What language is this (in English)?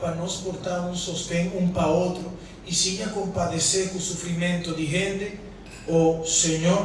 Papiamento